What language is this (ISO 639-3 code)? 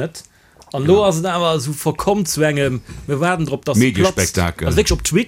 ltz